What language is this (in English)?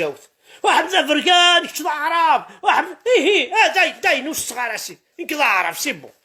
Kabyle